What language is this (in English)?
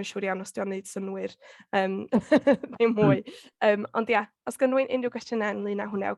Welsh